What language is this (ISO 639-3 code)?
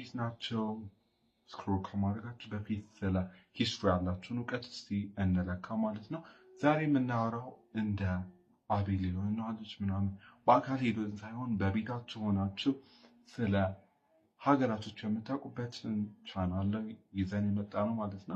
amh